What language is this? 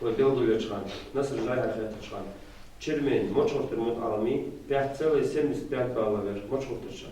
Ingush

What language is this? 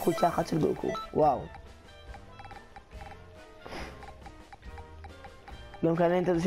Hebrew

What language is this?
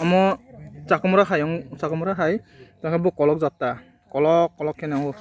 Kok Borok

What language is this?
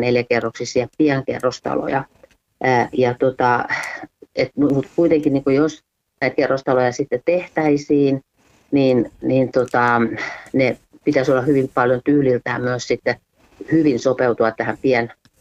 Finnish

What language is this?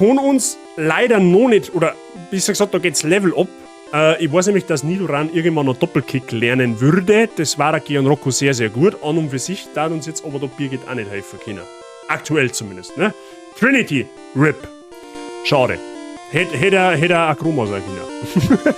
Bavarian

